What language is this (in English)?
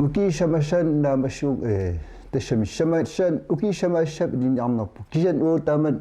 Kalaallisut